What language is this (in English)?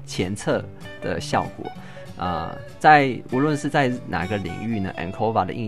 Chinese